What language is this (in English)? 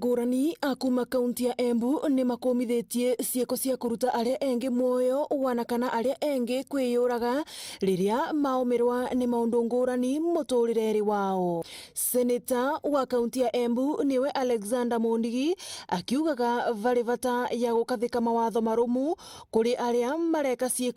Meru